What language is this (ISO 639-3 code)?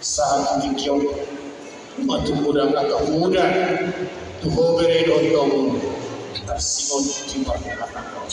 bbc